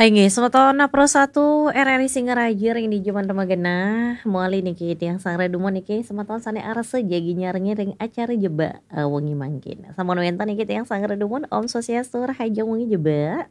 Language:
Balinese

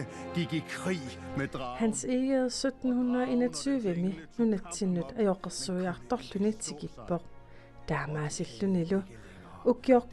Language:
Kalaallisut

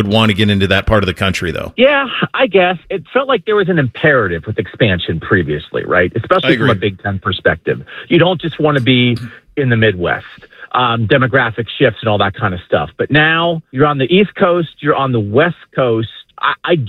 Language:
English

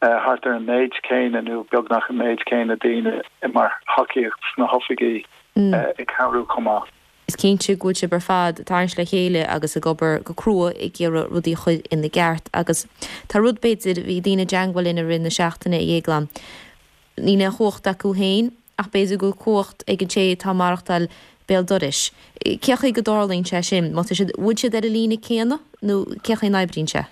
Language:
Irish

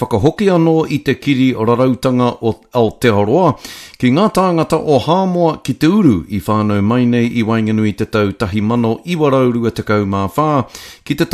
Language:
Māori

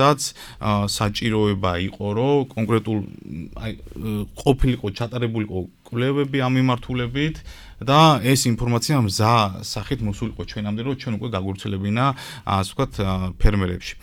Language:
Georgian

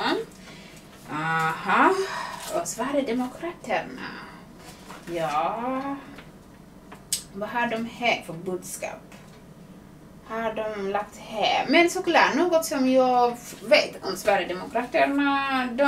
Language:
Swedish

